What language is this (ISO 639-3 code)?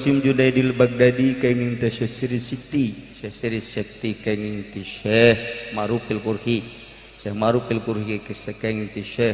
sun